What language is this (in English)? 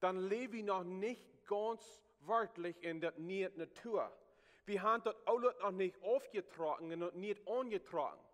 Plautdietsch